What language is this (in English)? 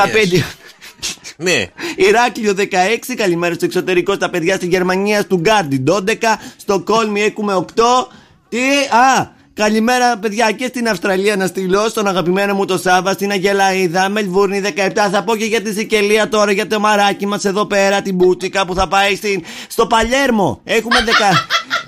Greek